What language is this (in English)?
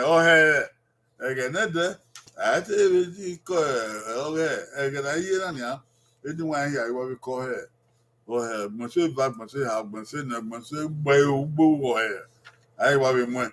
Bini